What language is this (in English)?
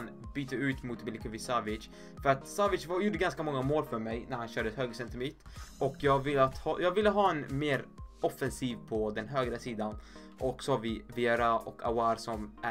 Swedish